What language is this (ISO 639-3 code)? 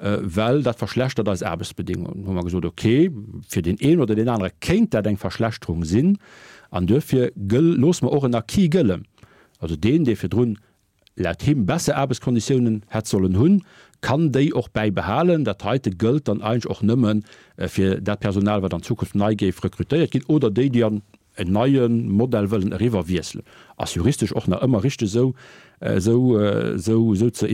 ltz